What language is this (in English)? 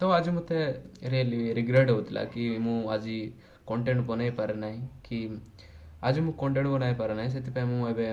Odia